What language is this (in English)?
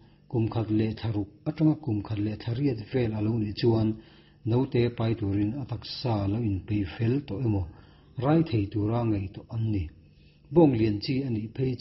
Mizo